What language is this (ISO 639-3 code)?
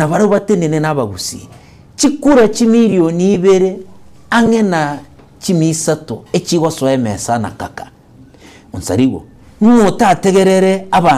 guz